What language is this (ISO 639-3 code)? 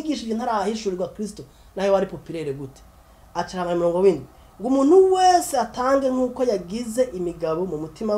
run